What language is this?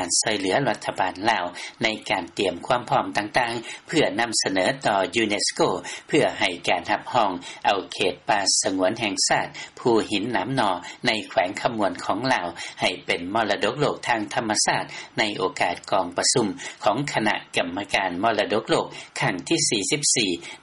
Lao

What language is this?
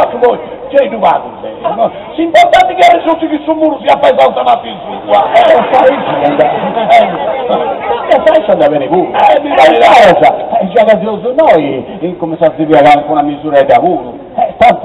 Sardinian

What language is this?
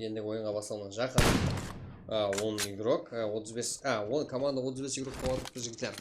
Kara-Kalpak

